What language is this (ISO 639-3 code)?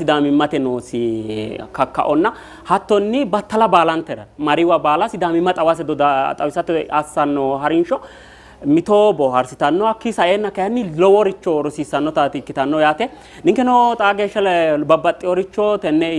sid